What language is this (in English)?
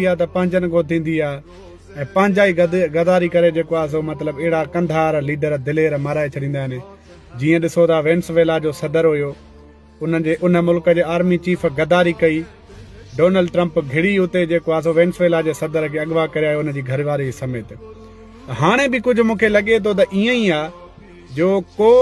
Sindhi